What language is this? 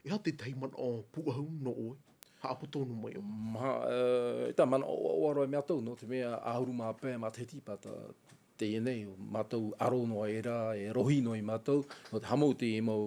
Tahitian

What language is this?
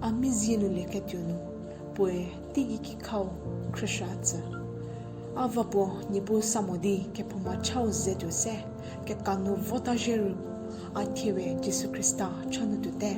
Angami Naga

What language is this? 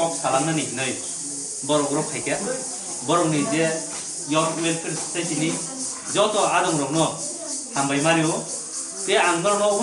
Kok Borok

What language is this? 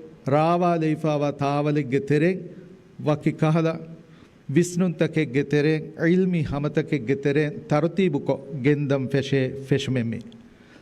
Divehi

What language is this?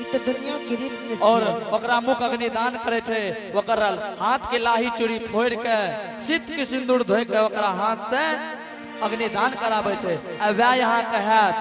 Angika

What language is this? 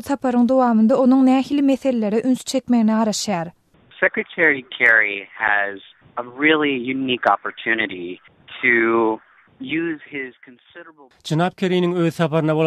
Turkmen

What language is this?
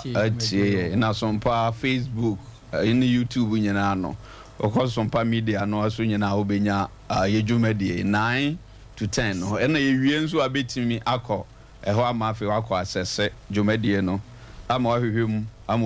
Akan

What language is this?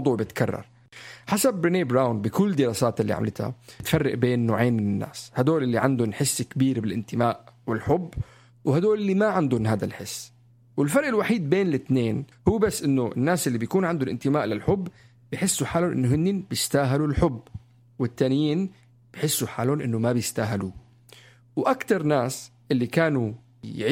North Levantine Arabic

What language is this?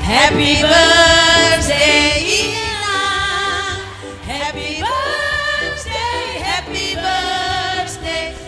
Batak Simalungun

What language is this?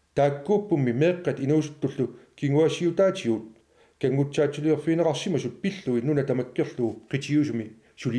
Kalaallisut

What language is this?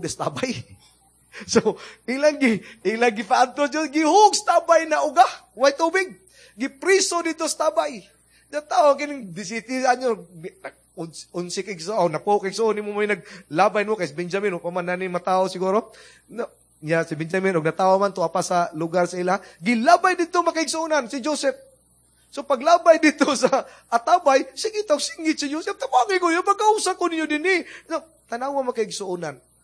Cebuano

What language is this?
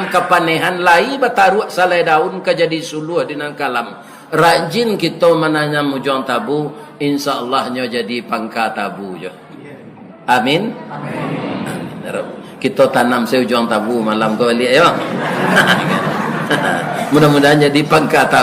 Minangkabau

